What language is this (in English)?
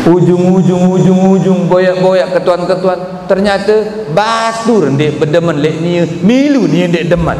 Sasak